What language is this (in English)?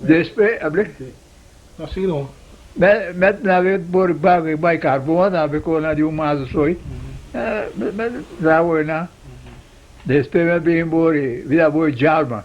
Papiamento